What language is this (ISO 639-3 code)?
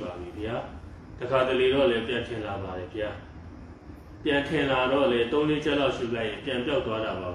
mya